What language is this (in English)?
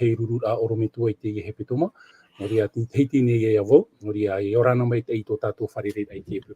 Tahitian